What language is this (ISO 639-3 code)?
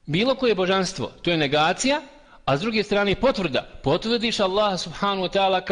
bos